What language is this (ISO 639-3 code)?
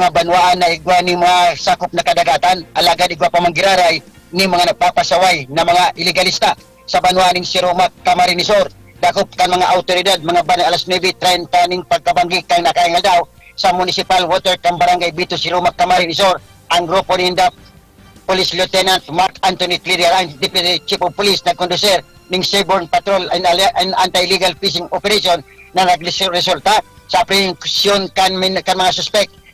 bik